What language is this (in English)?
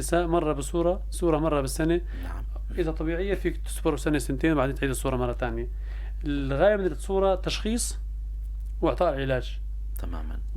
North Levantine Arabic